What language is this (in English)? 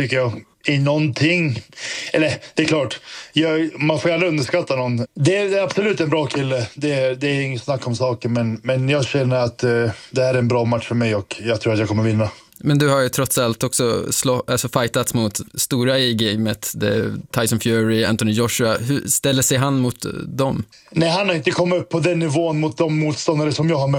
Swedish